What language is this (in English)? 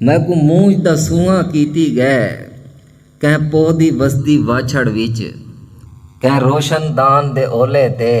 Saraiki